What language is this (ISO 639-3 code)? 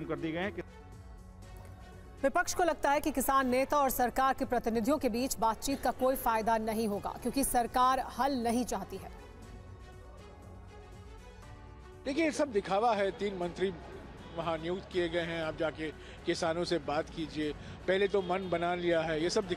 hin